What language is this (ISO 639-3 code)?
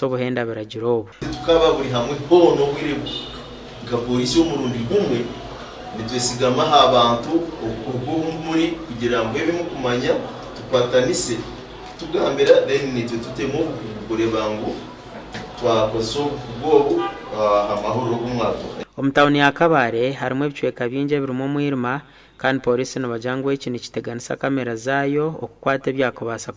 nyn